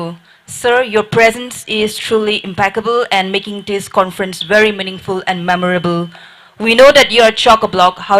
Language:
Tangkhul Naga (India)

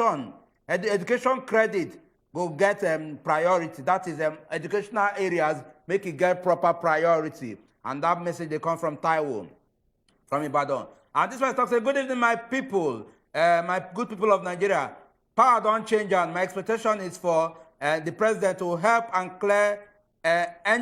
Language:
Nigerian Pidgin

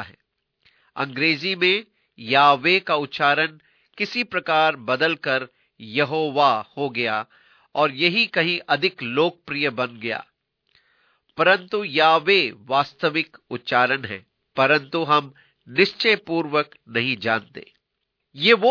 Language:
Hindi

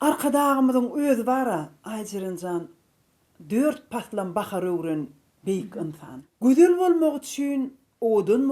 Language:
Turkmen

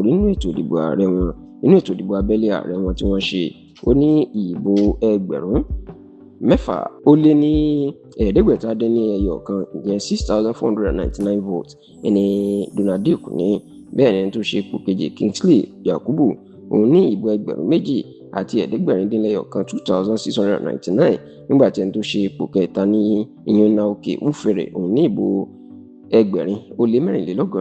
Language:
Yoruba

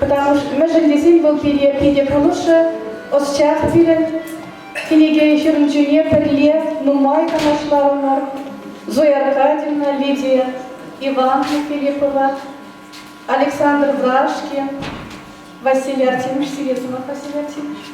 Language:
Chuvash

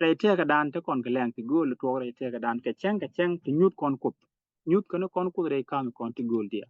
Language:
Nuer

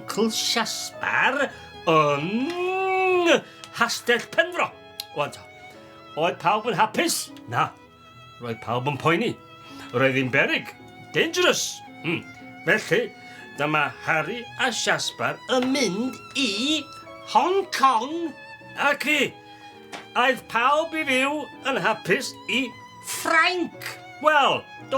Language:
Welsh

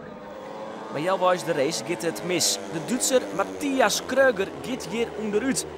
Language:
Western Frisian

